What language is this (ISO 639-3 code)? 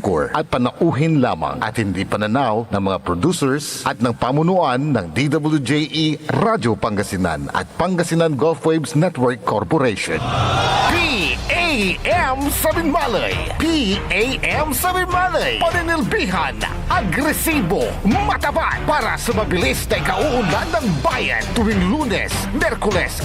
pag